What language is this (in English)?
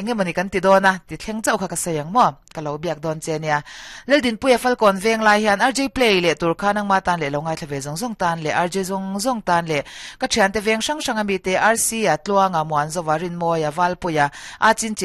Mizo